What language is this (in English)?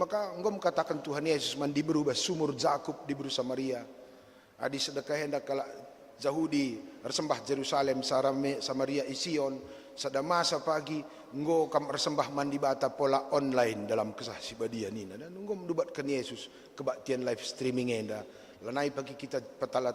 Batak Karo